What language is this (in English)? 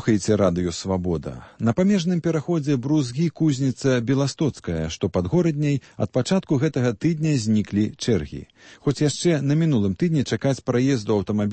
Belarusian